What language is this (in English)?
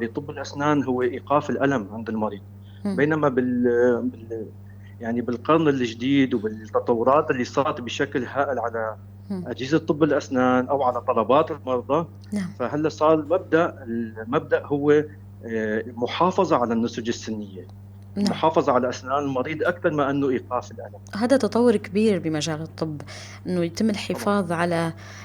North Levantine Arabic